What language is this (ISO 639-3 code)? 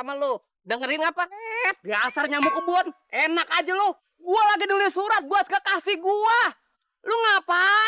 bew